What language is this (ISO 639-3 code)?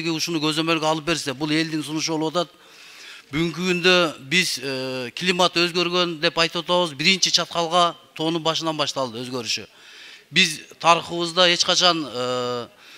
kir